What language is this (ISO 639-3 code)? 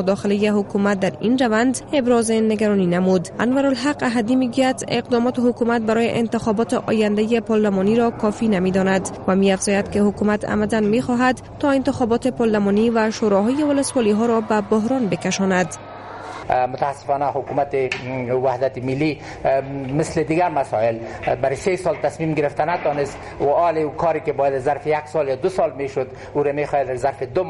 fas